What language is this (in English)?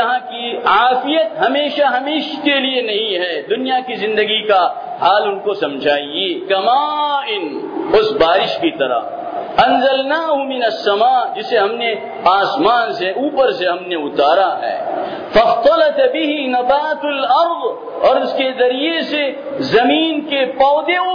Urdu